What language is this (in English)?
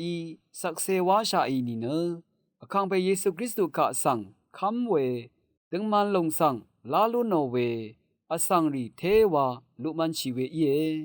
Rawang